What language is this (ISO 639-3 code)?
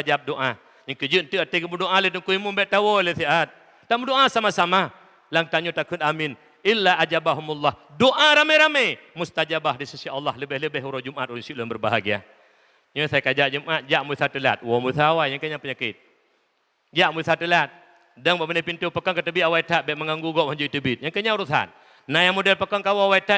ace